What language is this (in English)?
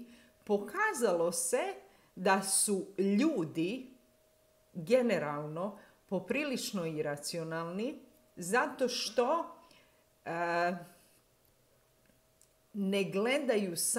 Croatian